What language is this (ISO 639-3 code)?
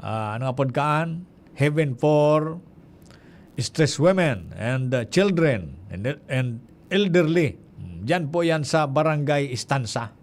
bik